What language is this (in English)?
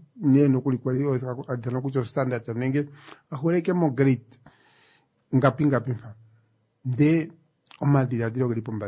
Kuanyama